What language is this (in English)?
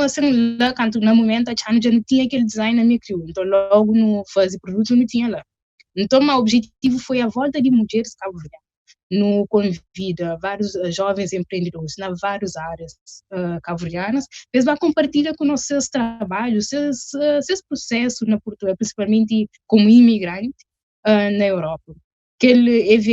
Kabuverdianu